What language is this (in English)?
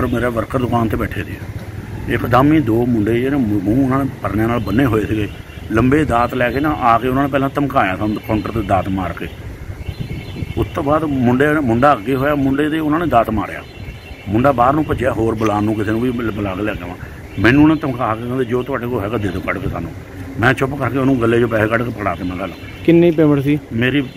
Punjabi